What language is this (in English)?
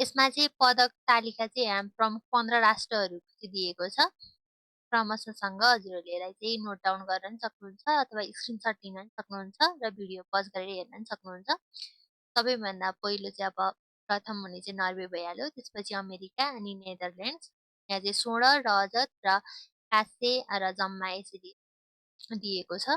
Nepali